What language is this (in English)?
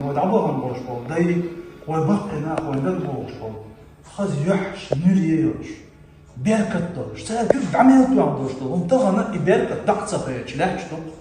Chechen